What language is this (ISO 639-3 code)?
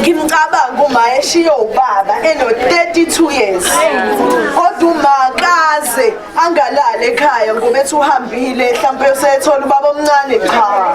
zul